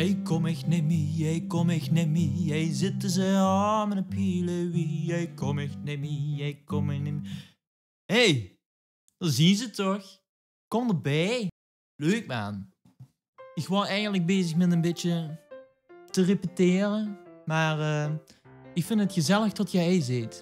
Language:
Limburgish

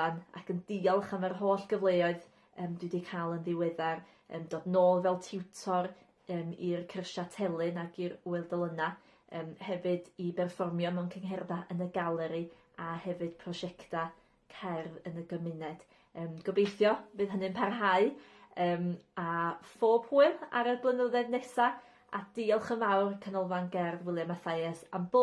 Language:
Welsh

